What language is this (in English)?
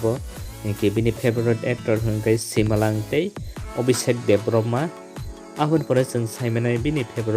Kok Borok